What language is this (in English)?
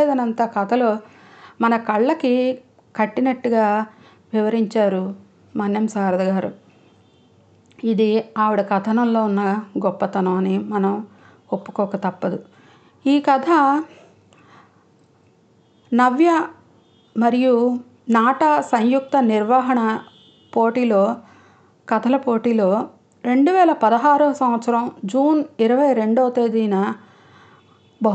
Telugu